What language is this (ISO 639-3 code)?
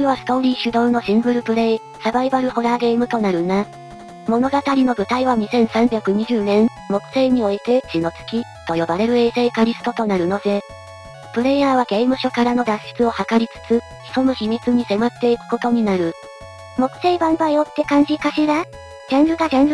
jpn